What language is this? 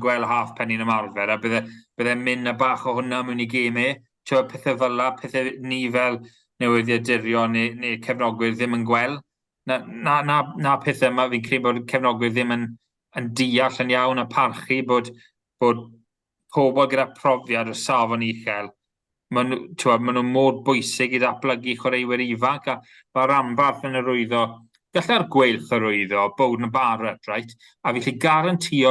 Welsh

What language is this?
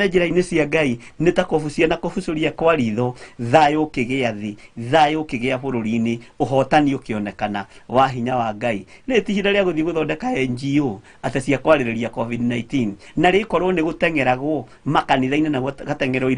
Kikuyu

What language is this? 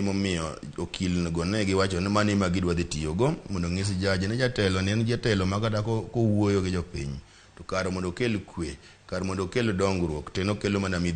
Luo (Kenya and Tanzania)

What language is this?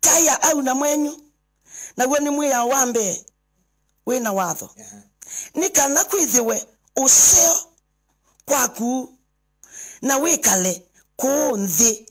Kamba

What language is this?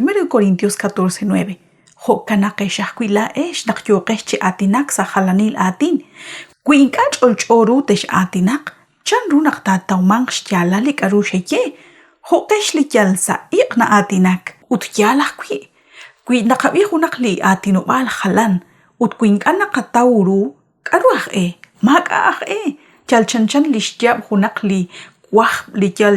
Kekchí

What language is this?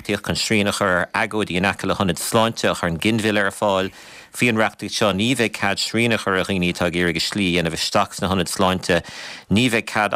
Irish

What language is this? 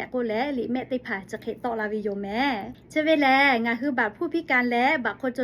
Lahu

